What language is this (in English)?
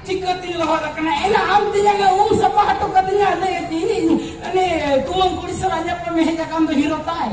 Santali